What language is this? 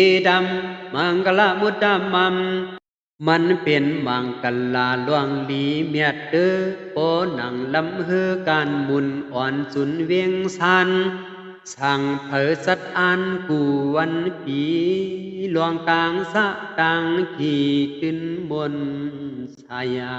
Shan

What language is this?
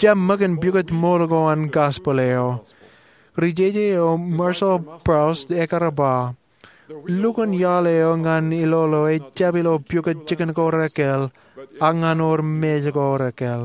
Marshallese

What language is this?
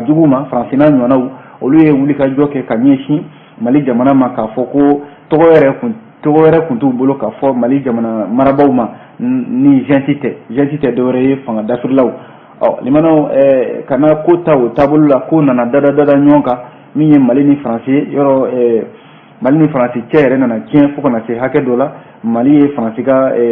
Bambara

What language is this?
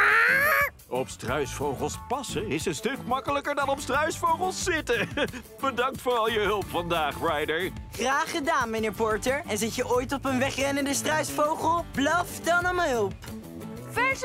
Dutch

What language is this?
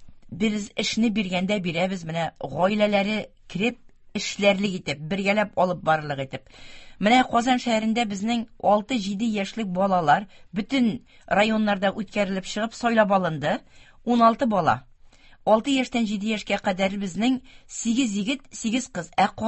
Tatar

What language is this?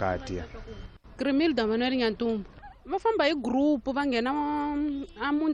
Tsonga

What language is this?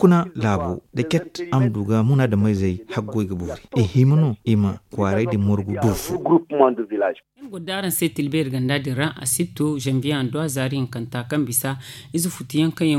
Zarma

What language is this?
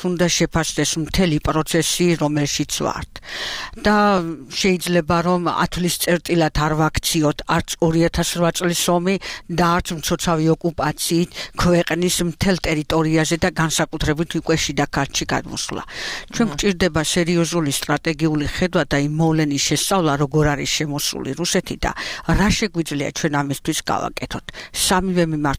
Georgian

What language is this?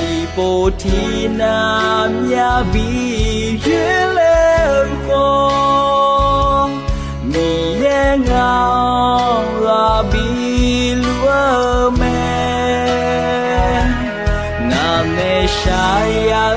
Akha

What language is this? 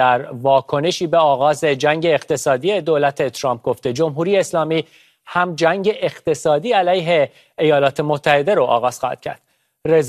Persian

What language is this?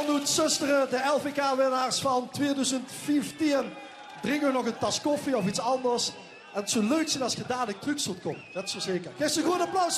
Limburgish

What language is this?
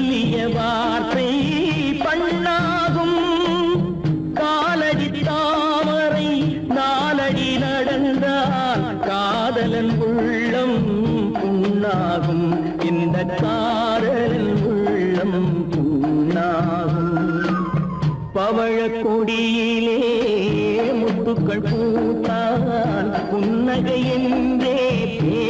Tamil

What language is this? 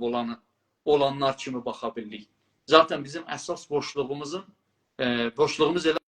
South Azerbaijani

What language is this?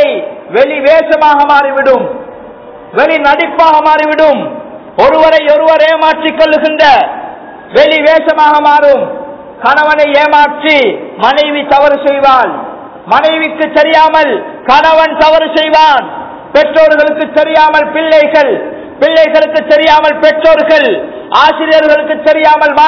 Tamil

